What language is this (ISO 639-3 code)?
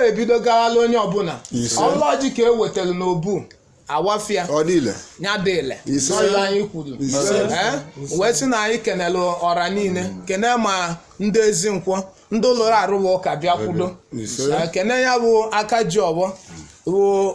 ibo